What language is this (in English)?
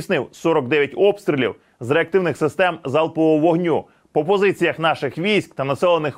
Ukrainian